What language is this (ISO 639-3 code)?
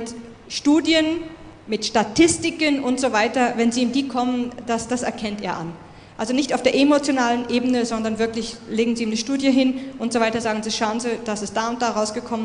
deu